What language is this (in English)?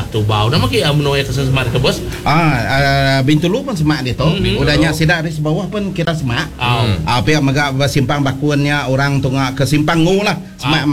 Iban